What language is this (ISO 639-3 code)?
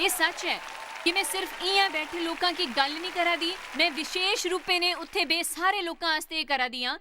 doi